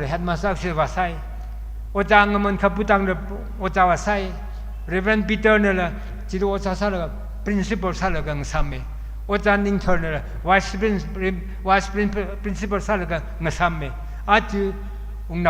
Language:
Tangkhul Naga (India)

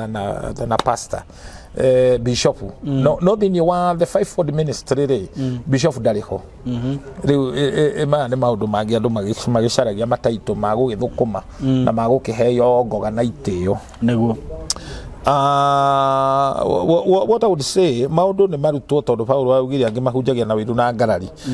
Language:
Kikuyu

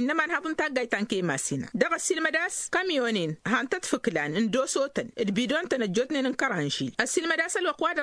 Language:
Tamasheq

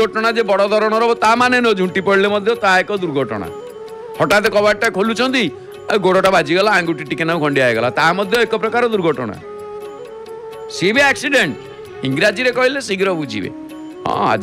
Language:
Odia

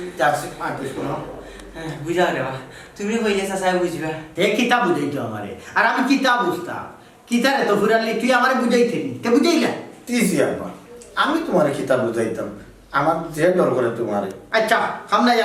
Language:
Sylheti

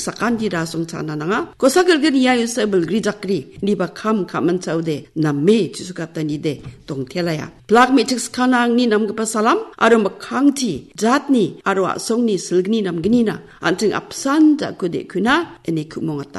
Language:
Garo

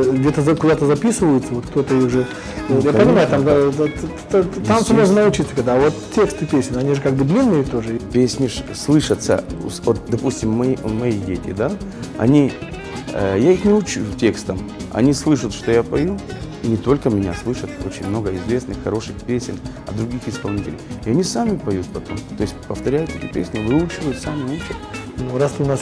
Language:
Russian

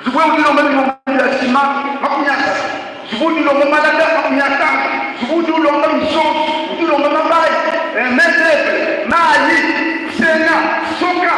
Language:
Luba-Lulua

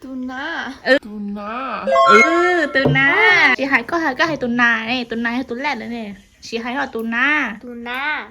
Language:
Hmong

